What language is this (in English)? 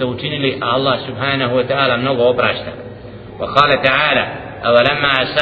Bosnian